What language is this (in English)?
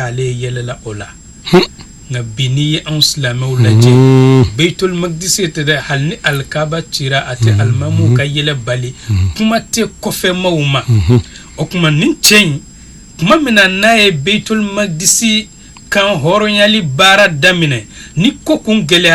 Bambara